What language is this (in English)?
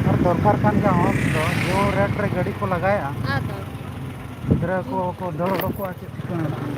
Santali